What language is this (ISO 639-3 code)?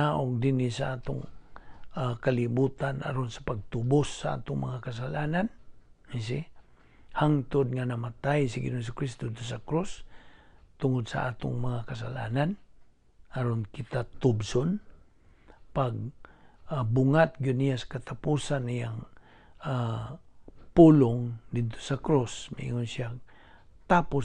ceb